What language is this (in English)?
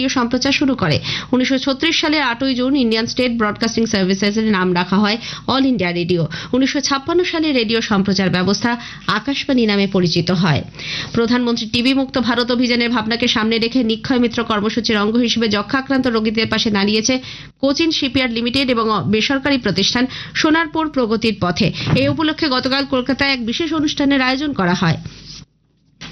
Bangla